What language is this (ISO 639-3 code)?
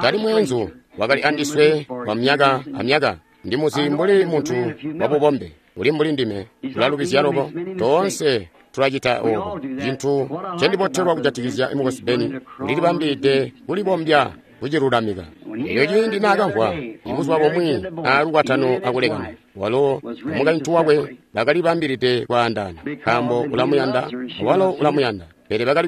toi